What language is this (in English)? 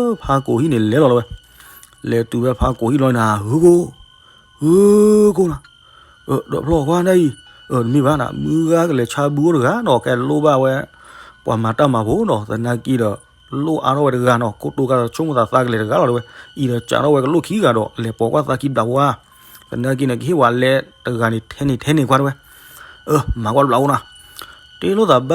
S'gaw Karen